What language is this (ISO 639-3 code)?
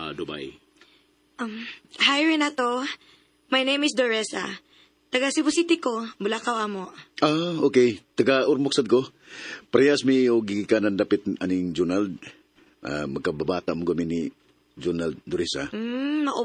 ceb